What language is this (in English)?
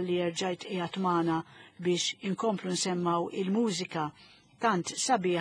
Maltese